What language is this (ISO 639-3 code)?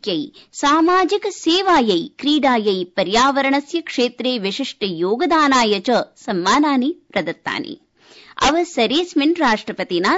san